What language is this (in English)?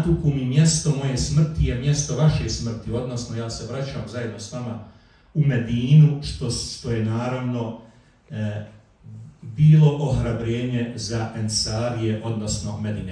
Bosnian